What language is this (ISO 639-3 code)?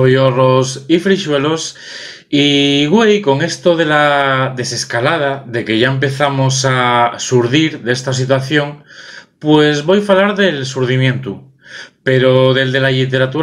ast